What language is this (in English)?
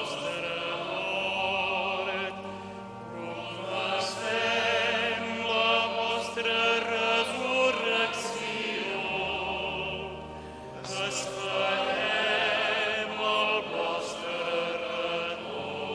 Catalan